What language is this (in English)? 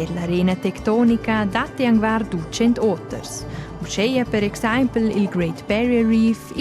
Romansh